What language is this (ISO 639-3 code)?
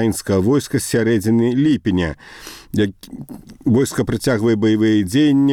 bel